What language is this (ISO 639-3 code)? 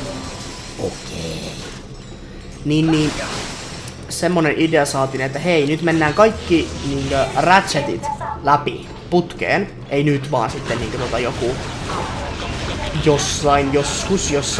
fin